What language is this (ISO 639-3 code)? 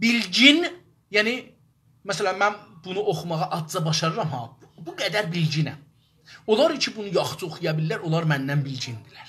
azb